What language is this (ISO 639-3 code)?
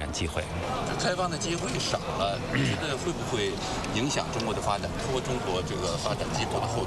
zho